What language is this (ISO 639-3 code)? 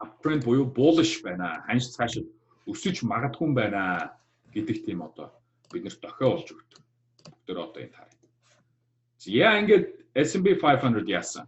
mon